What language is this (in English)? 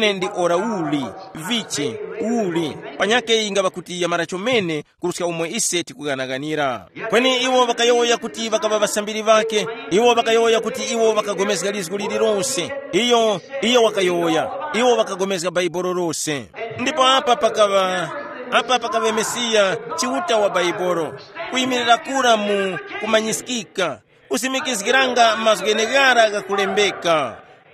Tumbuka